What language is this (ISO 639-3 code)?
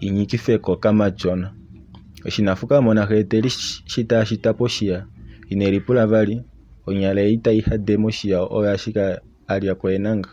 kua